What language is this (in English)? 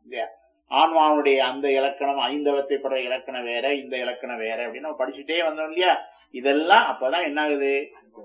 Tamil